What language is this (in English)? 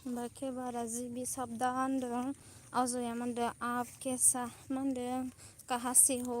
Bodo